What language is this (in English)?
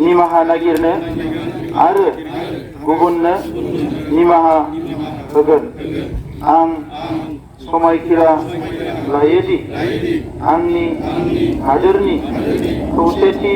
Bodo